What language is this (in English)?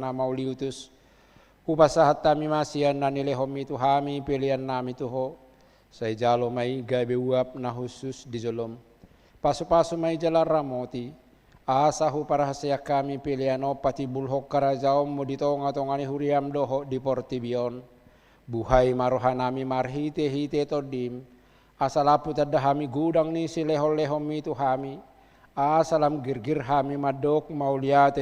Batak Toba